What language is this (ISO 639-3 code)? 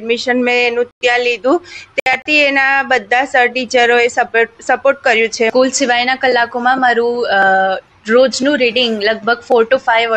guj